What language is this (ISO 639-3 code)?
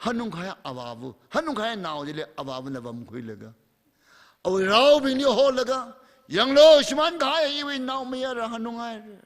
nmf